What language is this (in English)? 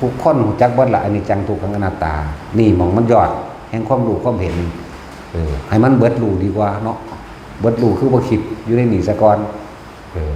Northeastern Thai